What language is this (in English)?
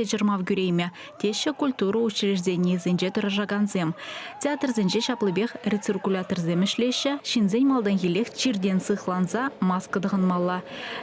Chuvash